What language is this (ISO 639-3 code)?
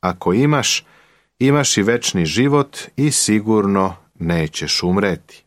srp